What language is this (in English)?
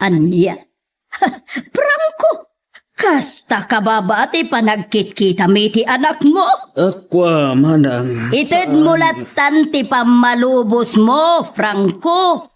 Iloko